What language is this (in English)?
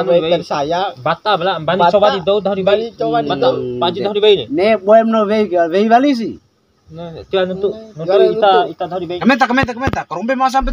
Bima